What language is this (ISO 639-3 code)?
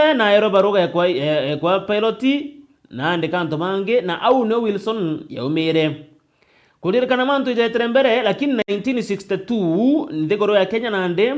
mer